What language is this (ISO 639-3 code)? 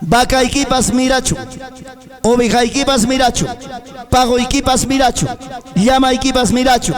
quy